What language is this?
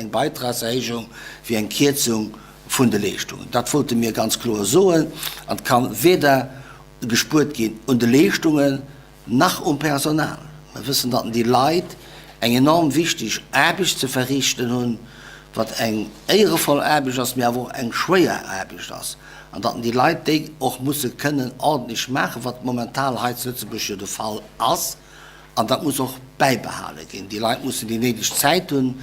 Luxembourgish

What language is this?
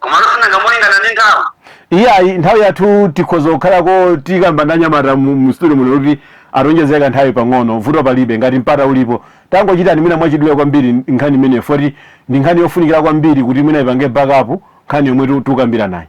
Nyanja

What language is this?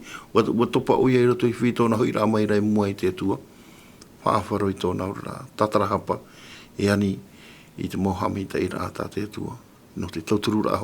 Tahitian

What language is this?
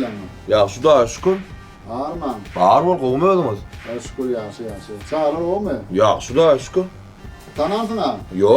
Turkmen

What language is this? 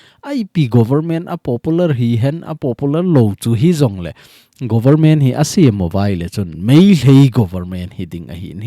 Thado Chin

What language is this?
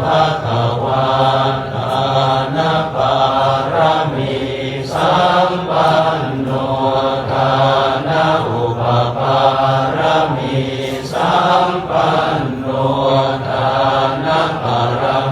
Pali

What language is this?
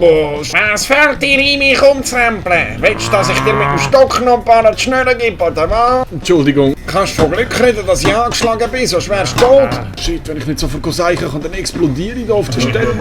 Swiss German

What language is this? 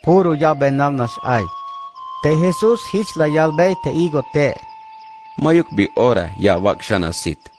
Tzeltal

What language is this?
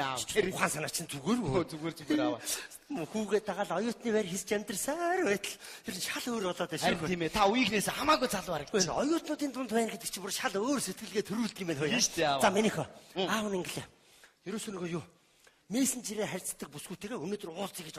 Mongolian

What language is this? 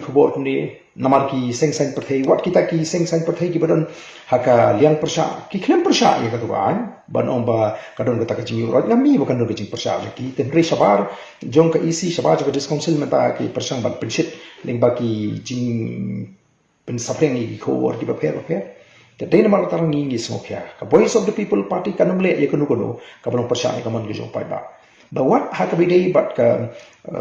Khasi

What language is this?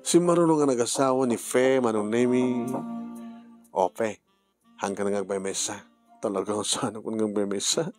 Iloko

